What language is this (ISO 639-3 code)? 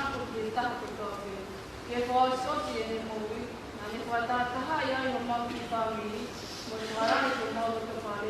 ton